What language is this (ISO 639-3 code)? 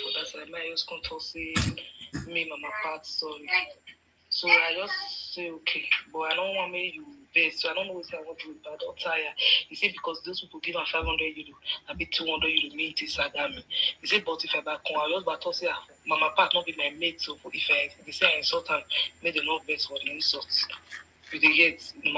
pcm